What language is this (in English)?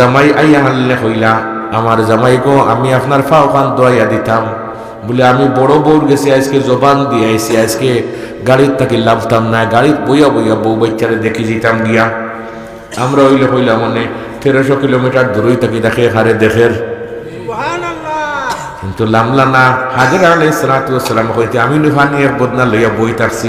Sylheti